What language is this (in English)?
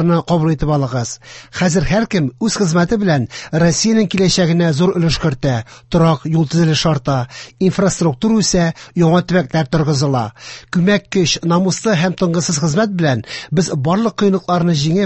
Tatar